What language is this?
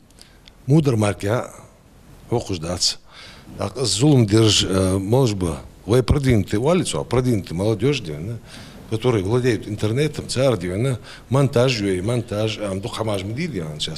Ingush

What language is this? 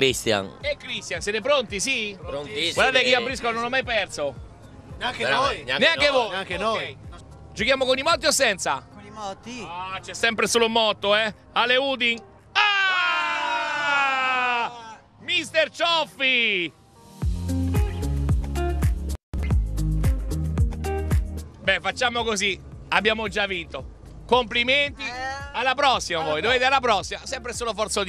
Italian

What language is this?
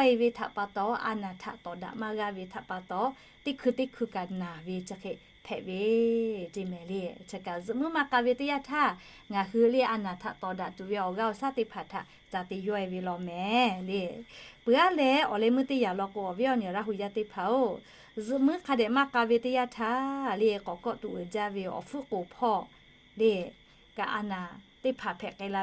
Lahu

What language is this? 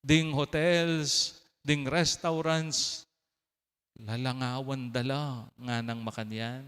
Pampanga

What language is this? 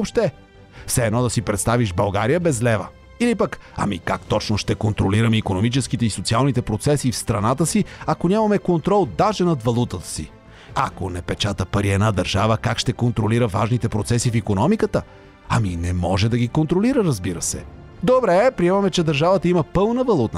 Bulgarian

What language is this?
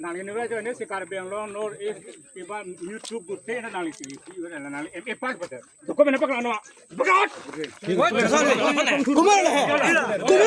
Karbi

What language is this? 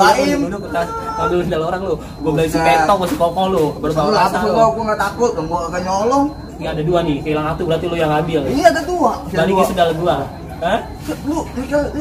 Betawi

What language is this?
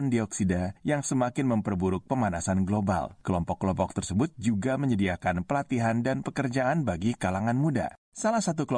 Indonesian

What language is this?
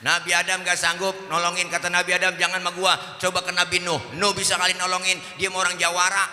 Betawi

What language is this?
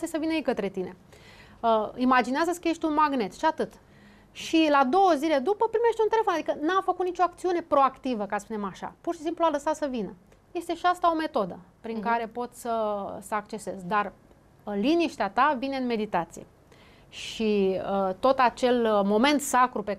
Romanian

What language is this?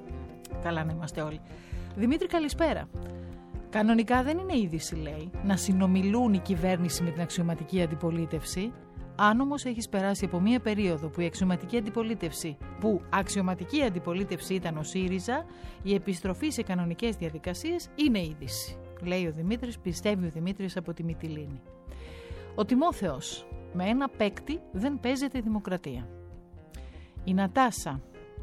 Greek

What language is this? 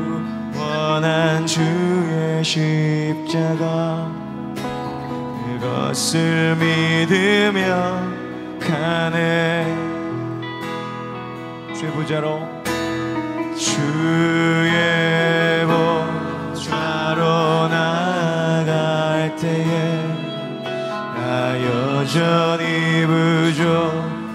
Korean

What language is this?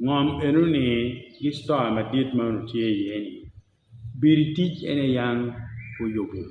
Acoli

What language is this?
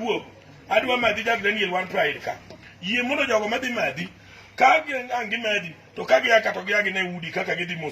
Luo (Kenya and Tanzania)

